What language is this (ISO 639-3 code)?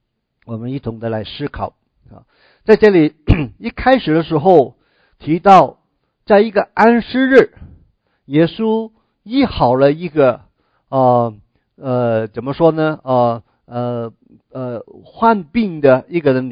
zho